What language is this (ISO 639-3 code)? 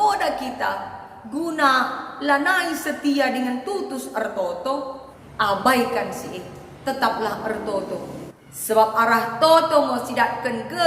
btx